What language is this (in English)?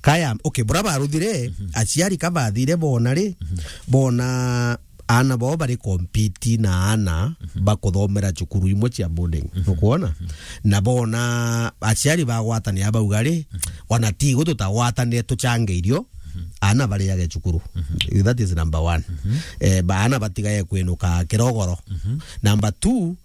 Meru